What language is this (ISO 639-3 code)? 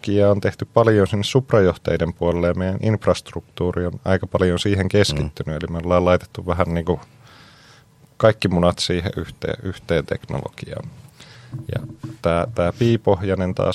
fin